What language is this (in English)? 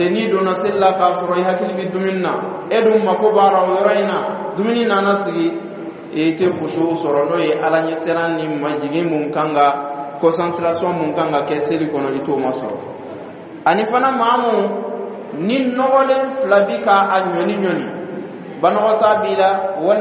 Dyula